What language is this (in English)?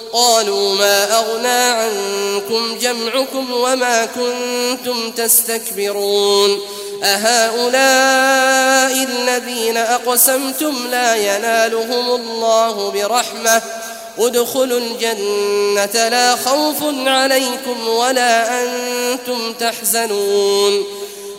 Arabic